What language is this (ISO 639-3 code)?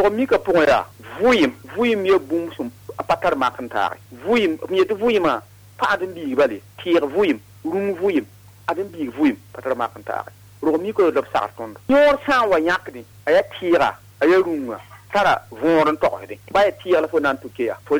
mos